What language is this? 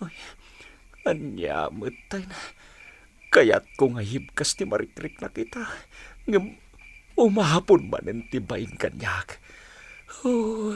Iloko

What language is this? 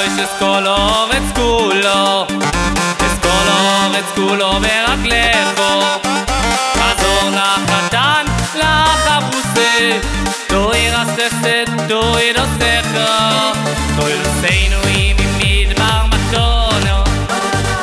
Hebrew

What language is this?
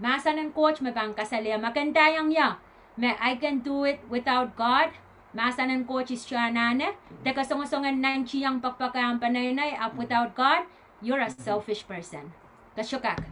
Pohnpeian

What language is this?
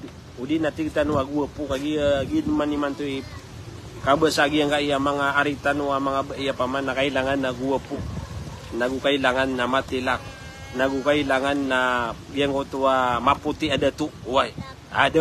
Maranao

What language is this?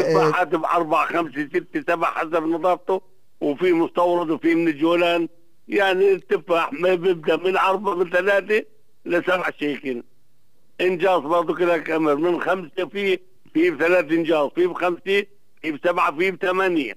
North Levantine Arabic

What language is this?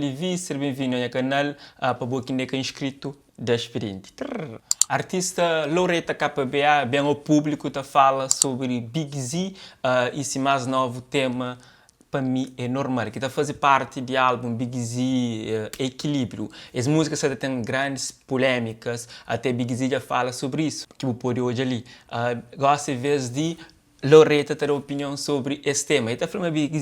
Kabuverdianu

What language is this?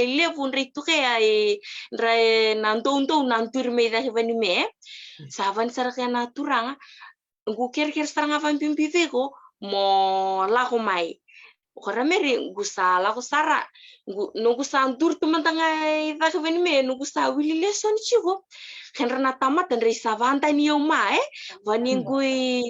Fijian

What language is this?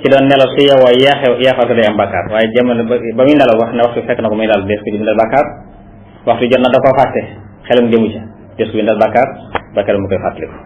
Wolof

